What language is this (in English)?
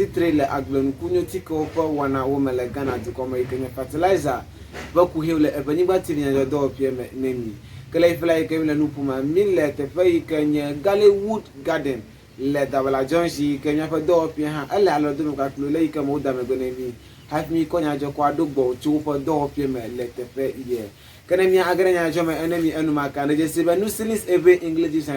Ewe